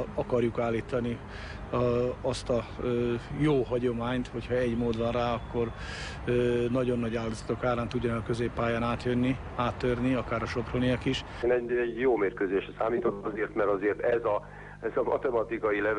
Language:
Hungarian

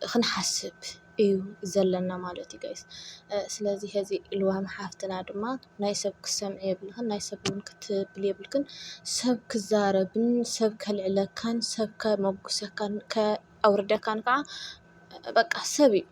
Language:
Tigrinya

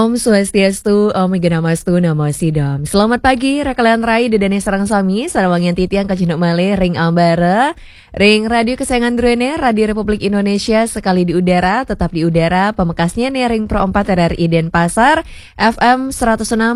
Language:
Balinese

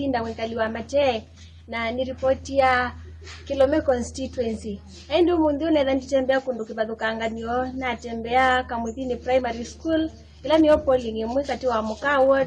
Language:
Kamba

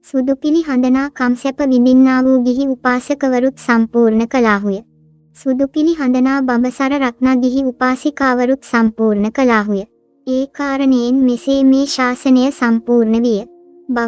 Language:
Sinhala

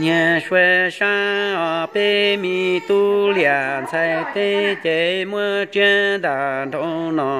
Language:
Hmong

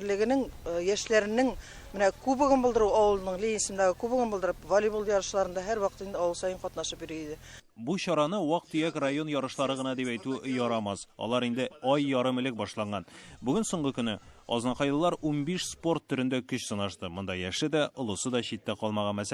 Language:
Tatar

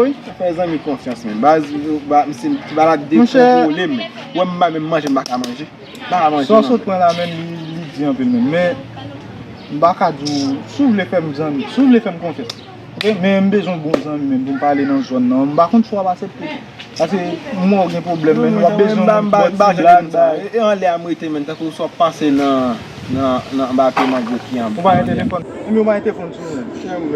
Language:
Haitian Creole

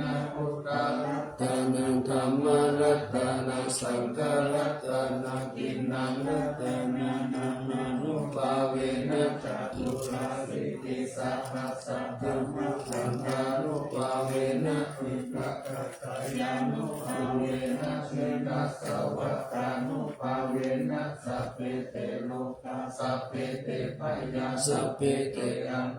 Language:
Pali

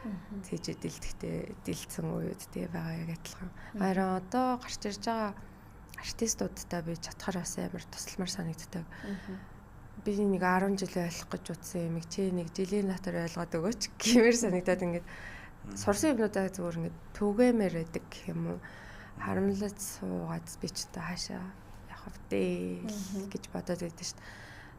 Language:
Mongolian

